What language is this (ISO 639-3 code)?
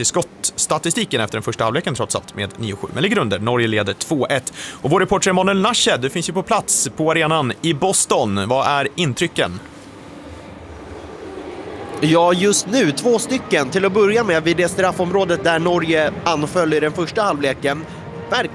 swe